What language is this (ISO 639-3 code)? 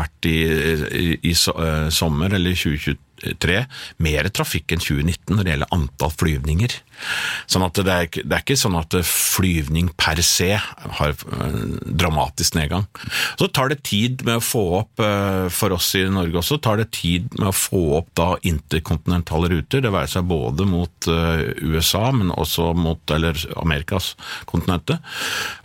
nor